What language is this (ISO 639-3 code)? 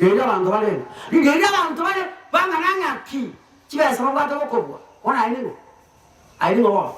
guz